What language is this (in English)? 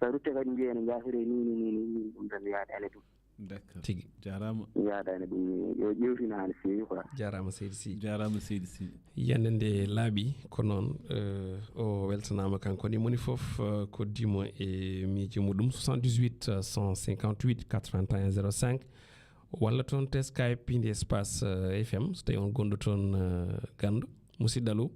Fula